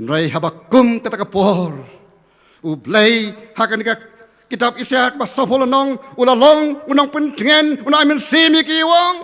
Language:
Khasi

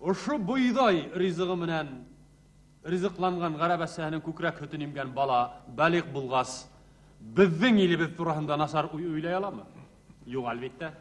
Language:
Bashkir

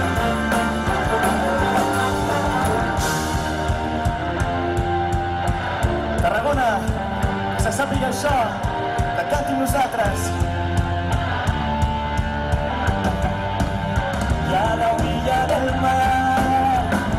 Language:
Catalan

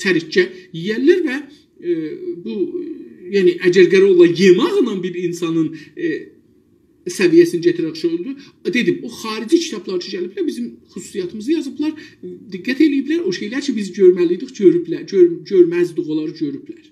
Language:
South Azerbaijani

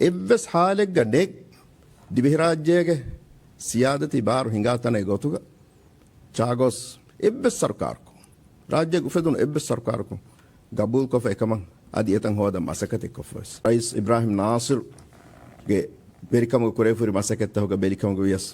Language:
Divehi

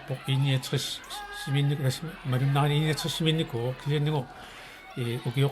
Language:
Kalaallisut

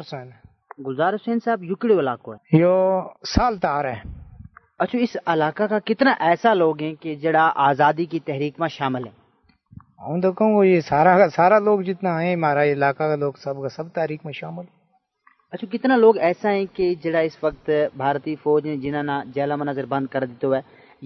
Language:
Gujari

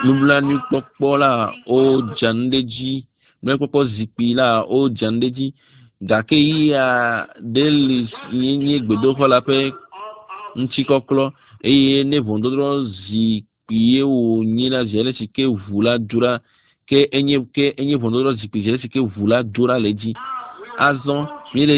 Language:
Ewe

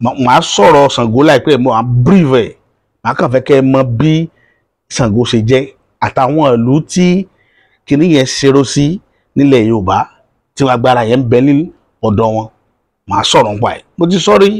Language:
Yoruba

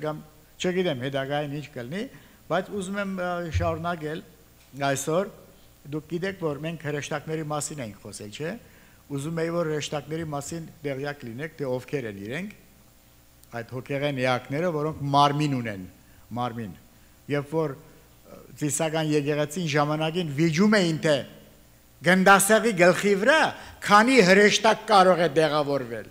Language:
Armenian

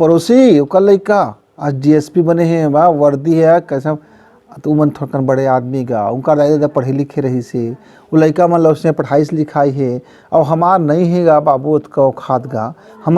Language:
Chhattisgarhi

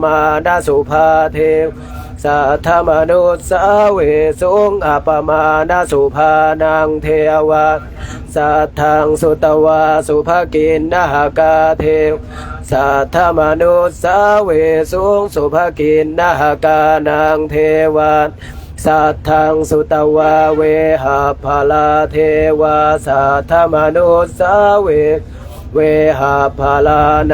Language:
Pali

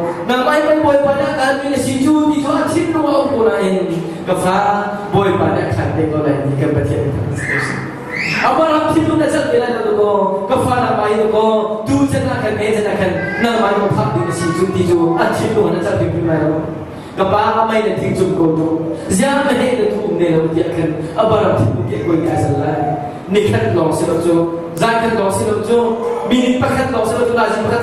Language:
Hakha Chin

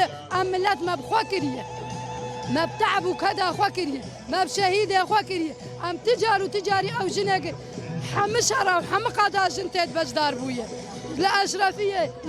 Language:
Kurdish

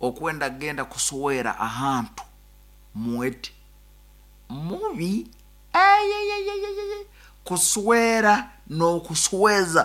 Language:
Nyoro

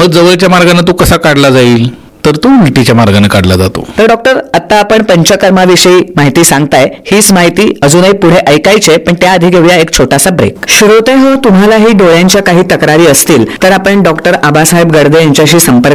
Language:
Marathi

